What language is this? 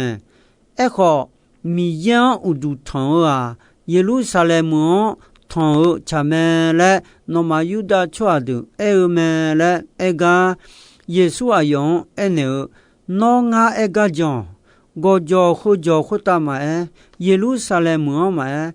Akha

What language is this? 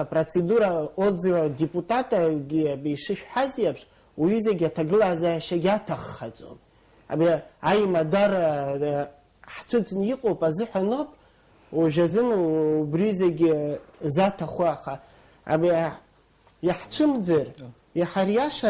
Abkhazian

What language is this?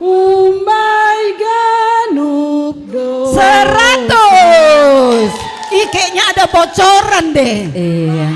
Batak Simalungun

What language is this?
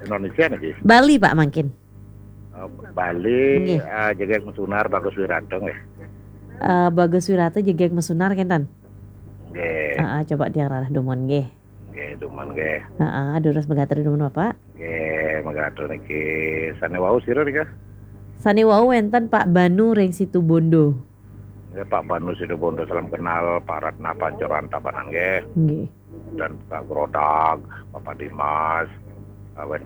Balinese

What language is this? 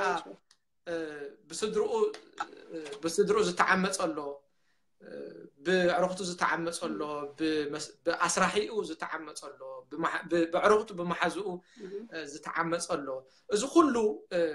Tigrinya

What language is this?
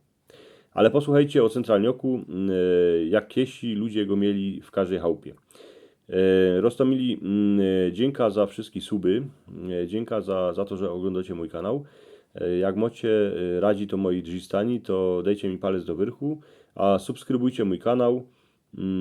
Silesian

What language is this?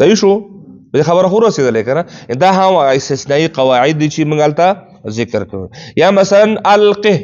Pashto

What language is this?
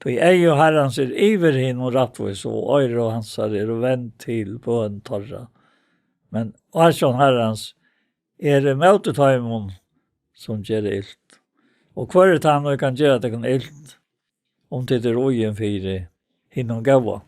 Faroese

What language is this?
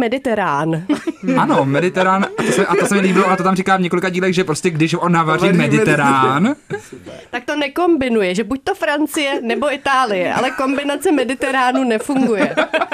Czech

